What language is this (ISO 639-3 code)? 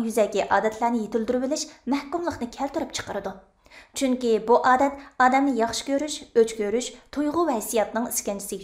uig